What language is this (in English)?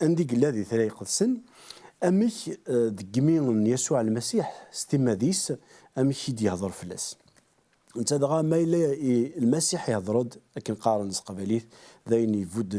Kabyle